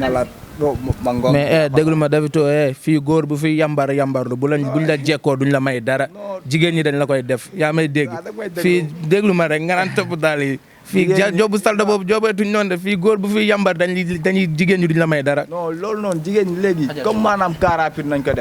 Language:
Wolof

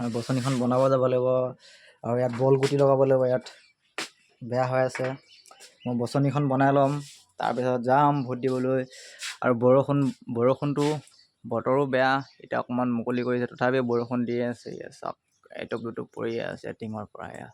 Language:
Assamese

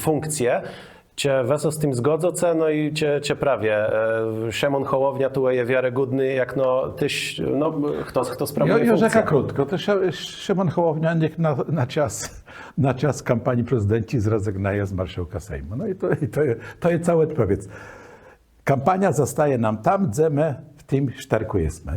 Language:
Kashubian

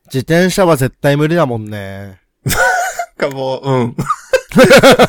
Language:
Japanese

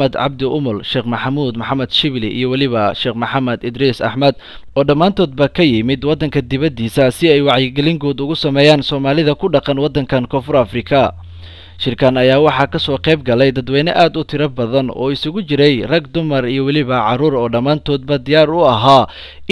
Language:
Somali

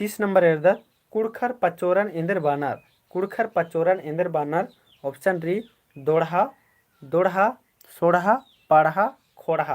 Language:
Kurukh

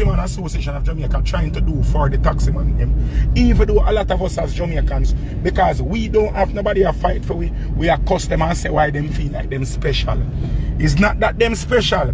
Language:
Jamaican Creole English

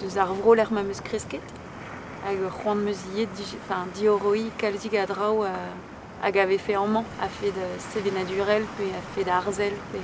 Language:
Breton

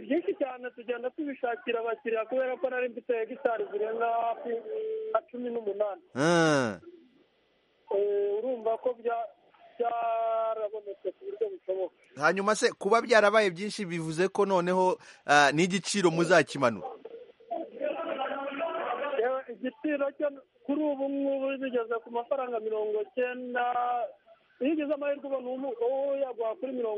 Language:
Kinyarwanda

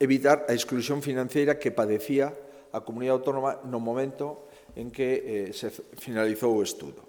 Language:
Galician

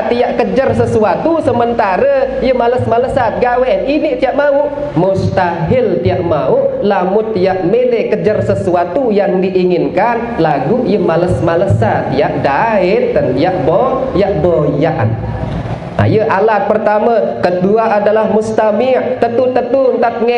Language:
Sasak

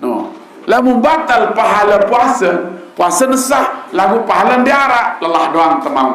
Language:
Sasak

